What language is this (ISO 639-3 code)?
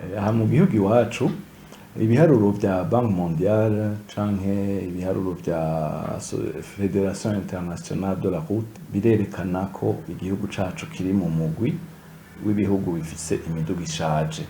run